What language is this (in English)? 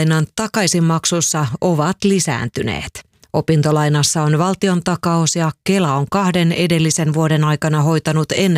Finnish